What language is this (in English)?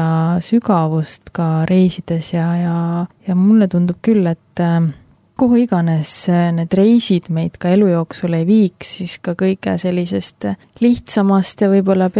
Estonian